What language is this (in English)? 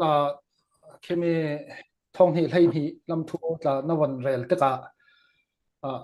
Falam Chin